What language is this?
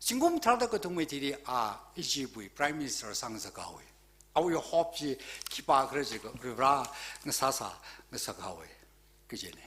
Tangkhul Naga (India)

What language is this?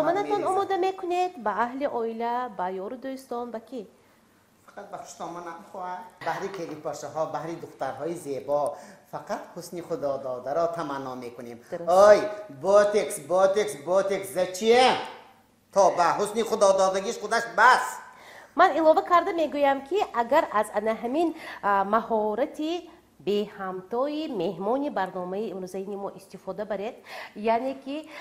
Tajik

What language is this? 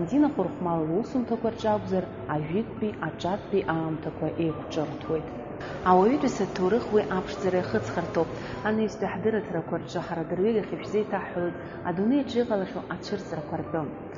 Abkhazian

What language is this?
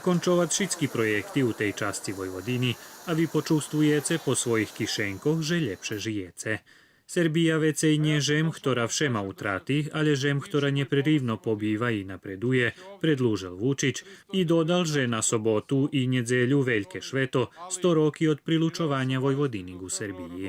Rusyn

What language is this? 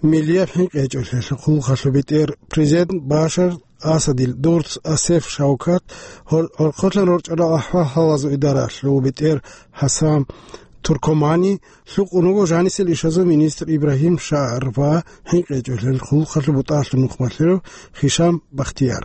Avaric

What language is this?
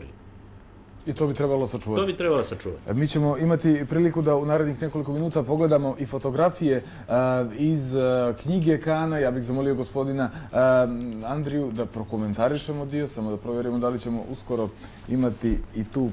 Bosnian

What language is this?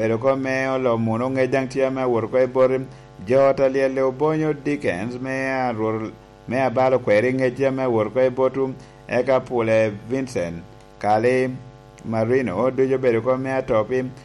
Lango (Uganda)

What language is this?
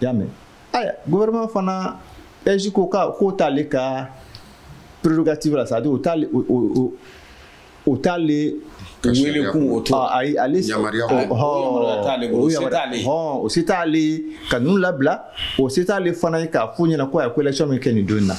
Bambara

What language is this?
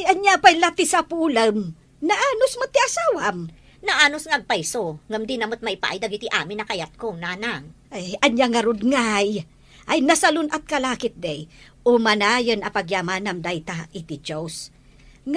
Iloko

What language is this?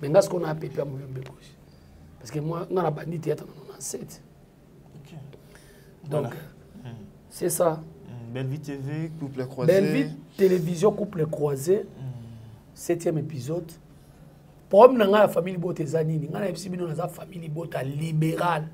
Lingala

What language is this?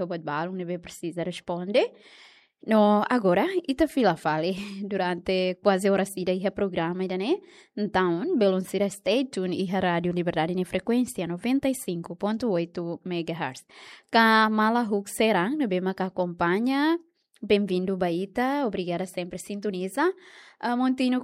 Tetum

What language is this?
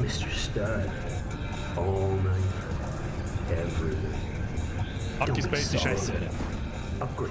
Bavarian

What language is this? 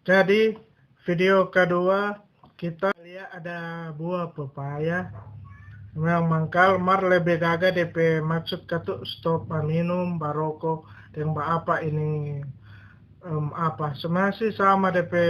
Manado Malay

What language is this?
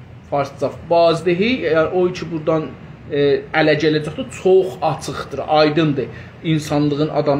South Azerbaijani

